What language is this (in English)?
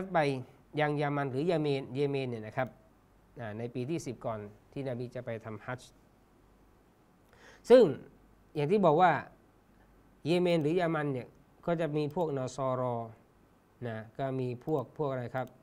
Thai